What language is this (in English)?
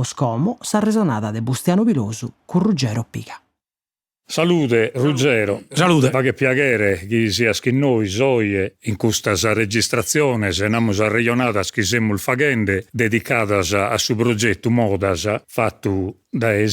Sardinian